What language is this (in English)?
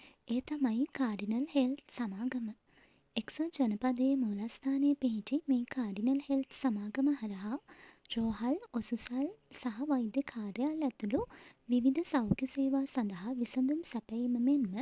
Sinhala